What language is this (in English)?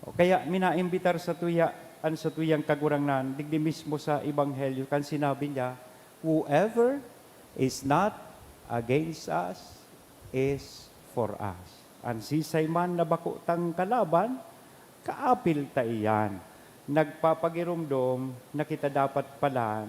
Bikol